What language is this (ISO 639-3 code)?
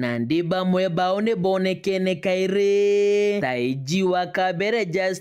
mer